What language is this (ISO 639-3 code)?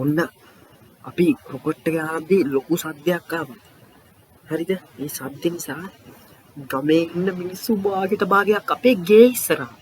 sin